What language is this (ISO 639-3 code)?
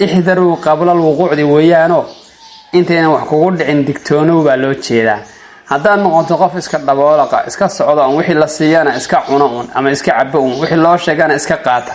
som